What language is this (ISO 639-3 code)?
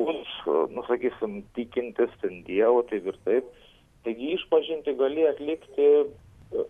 lit